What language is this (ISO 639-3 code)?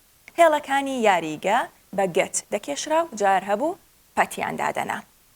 ckb